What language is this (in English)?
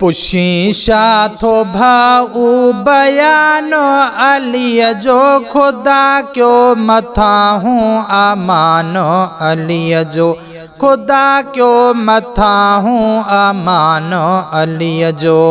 Sindhi